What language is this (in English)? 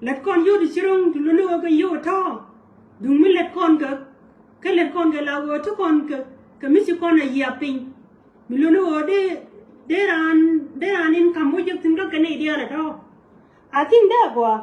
Nuer